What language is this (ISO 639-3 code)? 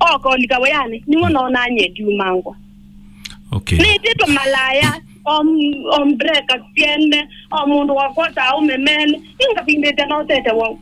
kam